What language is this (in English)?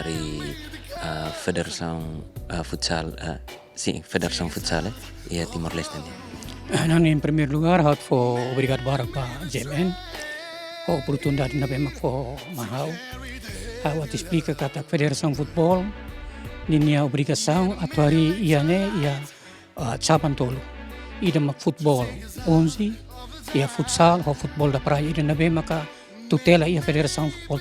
Tetum